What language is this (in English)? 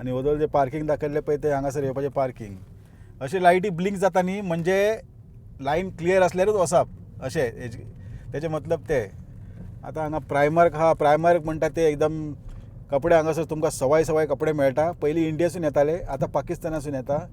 Konkani